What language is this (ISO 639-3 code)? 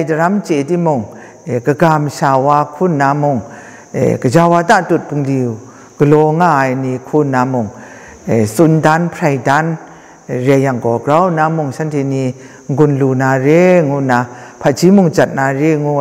kac